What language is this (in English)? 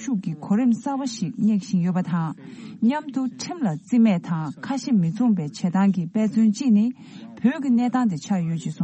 Tibetan